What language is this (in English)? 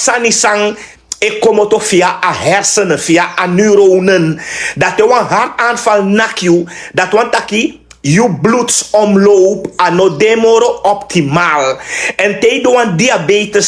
Sranan Tongo